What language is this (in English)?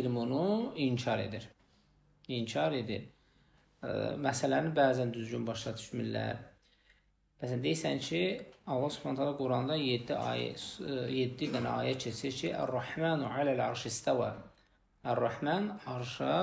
Azerbaijani